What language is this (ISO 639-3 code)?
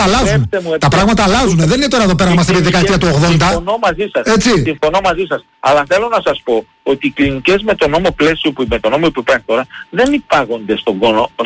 ell